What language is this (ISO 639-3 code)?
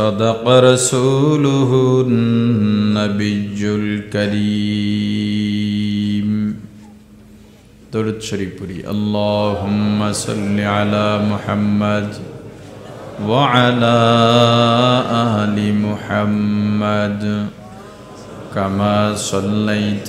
ben